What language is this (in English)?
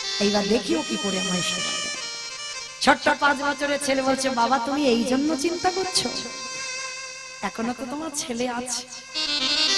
Bangla